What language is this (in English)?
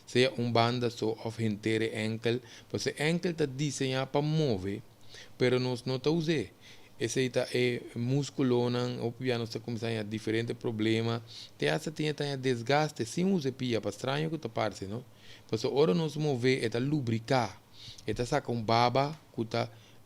Papiamento